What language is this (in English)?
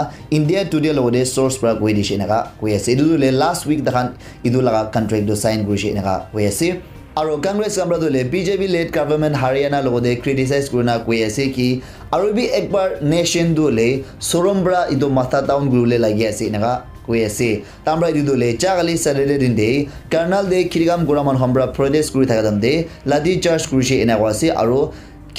Naga Pidgin